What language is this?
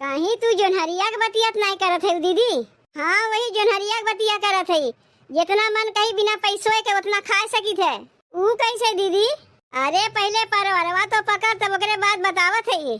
Awadhi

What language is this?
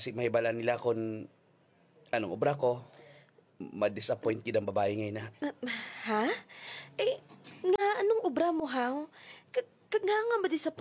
Hiligaynon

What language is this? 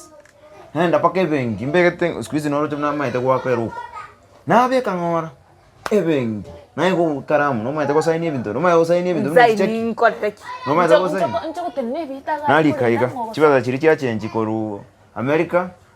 Gusii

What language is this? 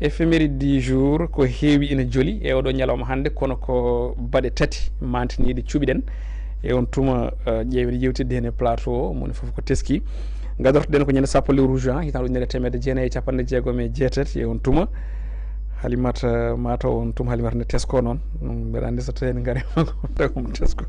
Fula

